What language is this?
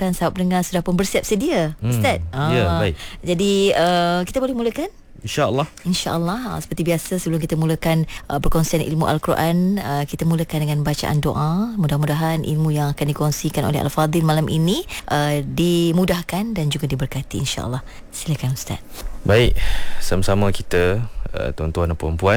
Malay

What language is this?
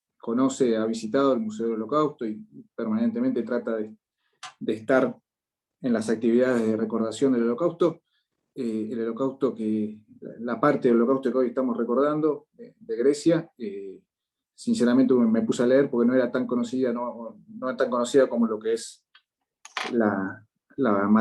Ladino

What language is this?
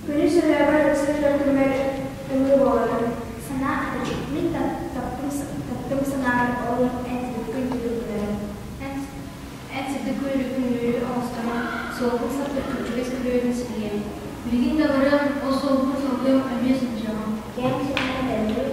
Yakut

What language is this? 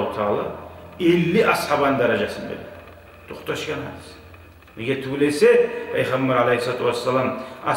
Kumyk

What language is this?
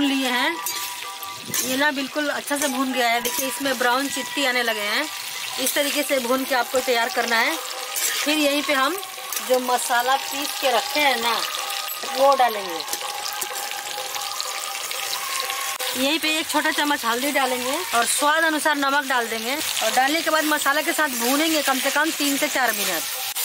Hindi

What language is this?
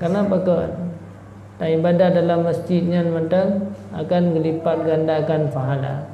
Achinese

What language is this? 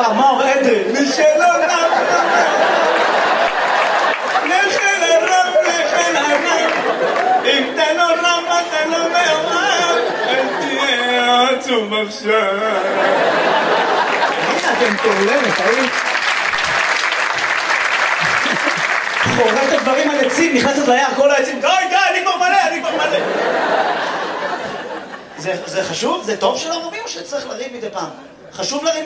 Hebrew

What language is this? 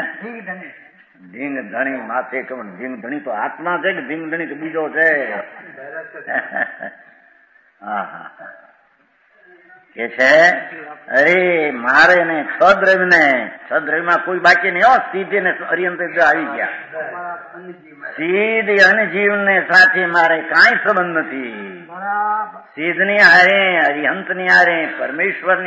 Gujarati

